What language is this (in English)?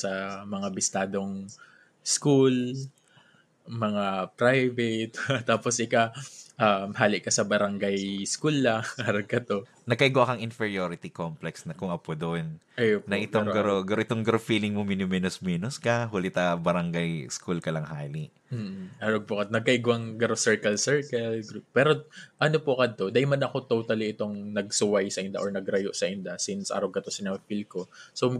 Bikol